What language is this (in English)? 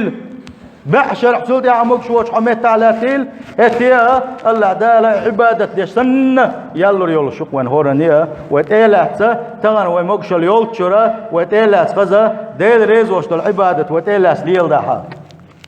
Chechen